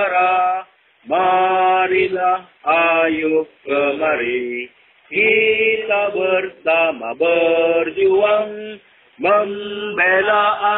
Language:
Malay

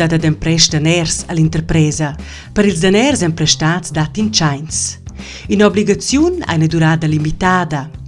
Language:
Romansh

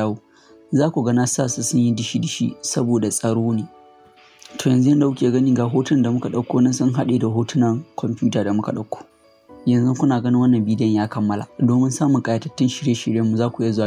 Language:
Hausa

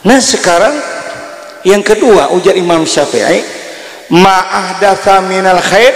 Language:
Banjar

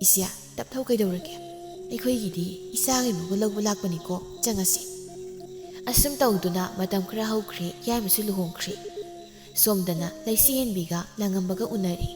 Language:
Manipuri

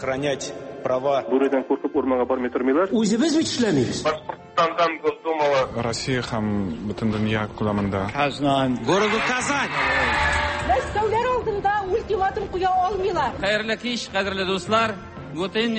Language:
Tatar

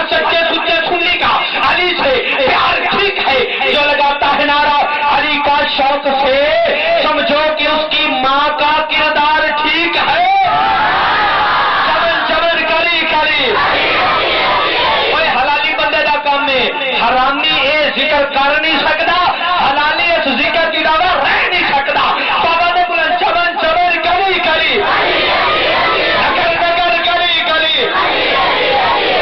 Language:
Urdu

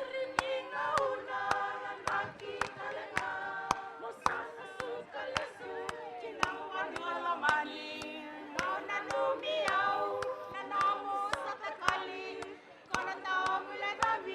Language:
Fijian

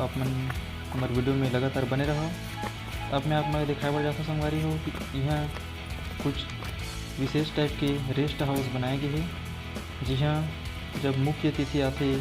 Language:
Chhattisgarhi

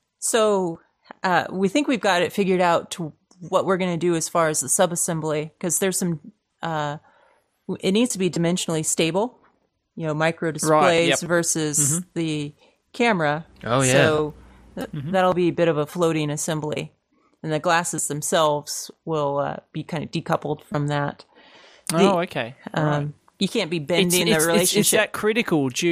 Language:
English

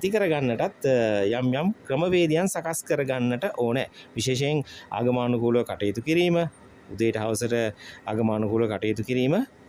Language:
Sinhala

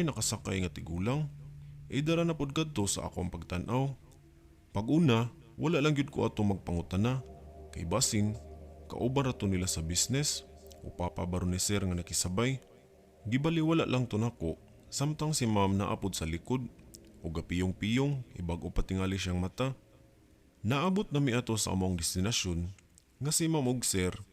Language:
Cebuano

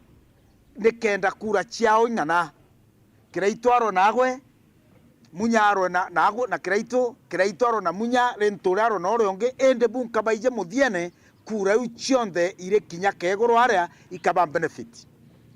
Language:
Meru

